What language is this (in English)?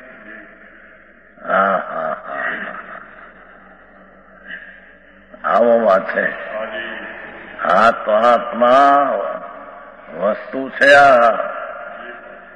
Gujarati